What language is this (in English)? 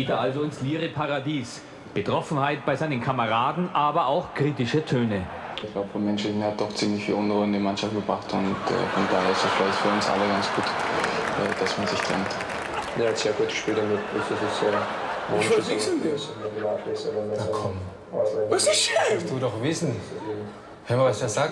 German